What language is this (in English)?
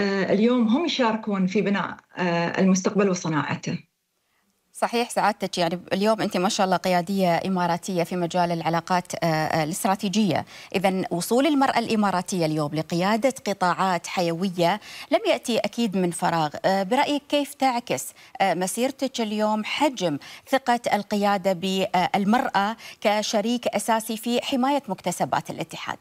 Gulf Arabic